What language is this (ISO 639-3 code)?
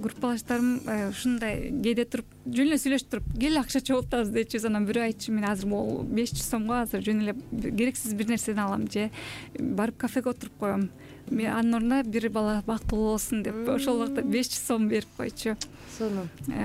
kir